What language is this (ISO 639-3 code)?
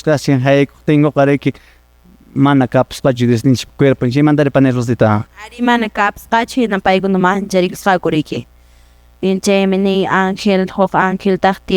que